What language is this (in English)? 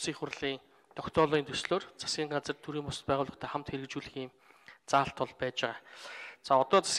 Mongolian